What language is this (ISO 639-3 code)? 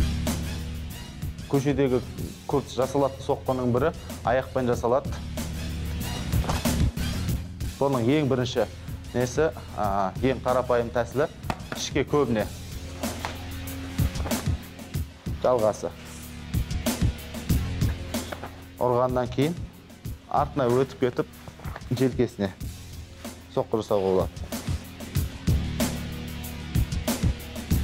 kaz